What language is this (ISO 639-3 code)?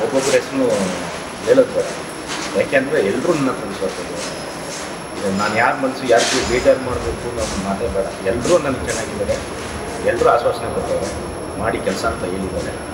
kan